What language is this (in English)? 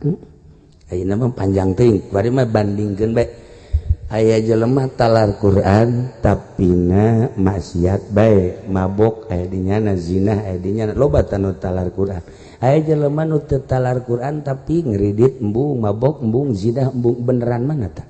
Sundanese